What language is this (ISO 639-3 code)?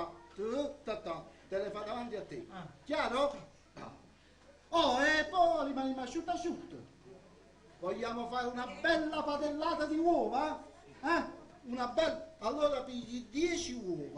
nap